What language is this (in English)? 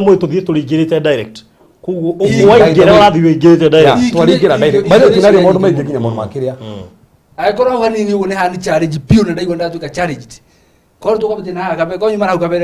Kikuyu